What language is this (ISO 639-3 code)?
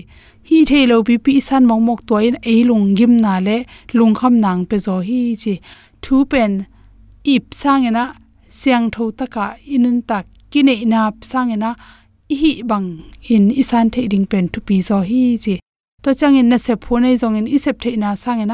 ctd